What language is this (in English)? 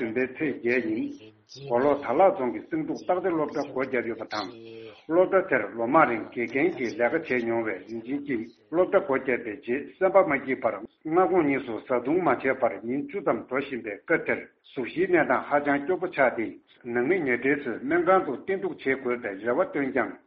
Tibetan